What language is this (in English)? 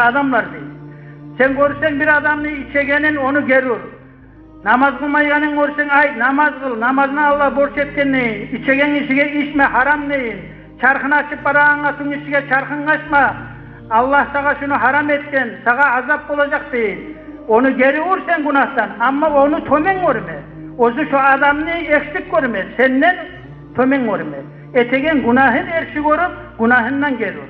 Kumyk